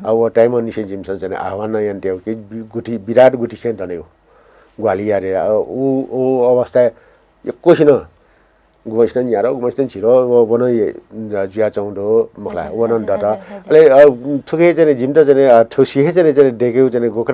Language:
Newari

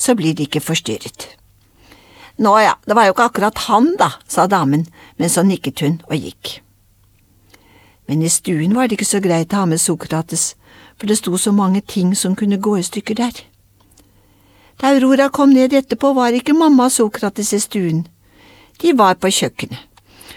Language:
Norwegian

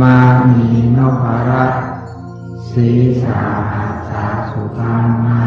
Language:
Pali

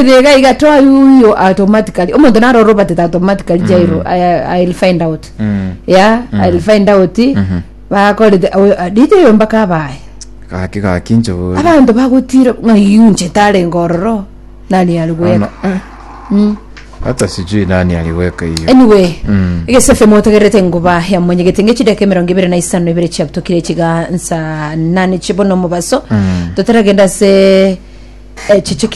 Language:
Gusii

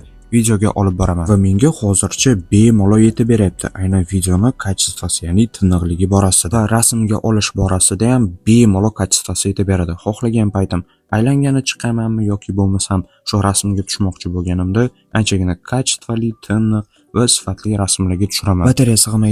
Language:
Uzbek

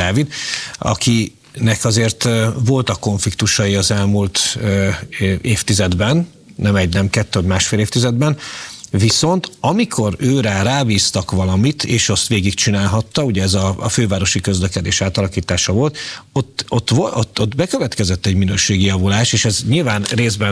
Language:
Hungarian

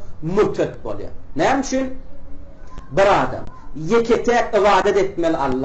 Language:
Turkmen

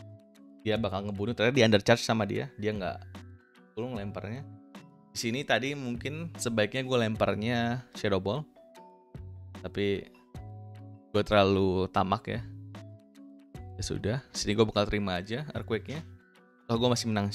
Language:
Indonesian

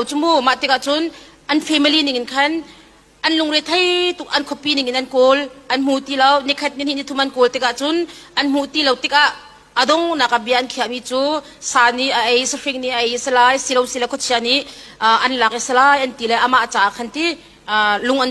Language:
Hakha Chin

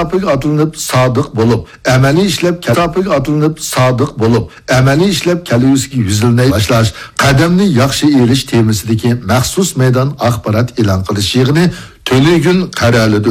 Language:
Uyghur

